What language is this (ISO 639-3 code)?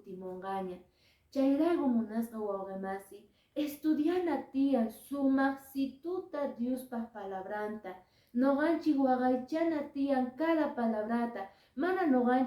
que